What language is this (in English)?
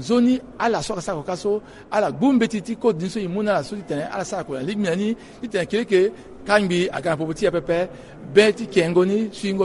Sango